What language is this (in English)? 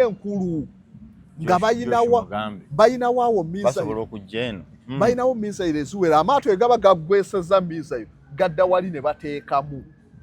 Ganda